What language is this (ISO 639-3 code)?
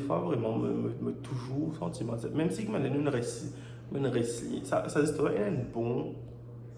mfe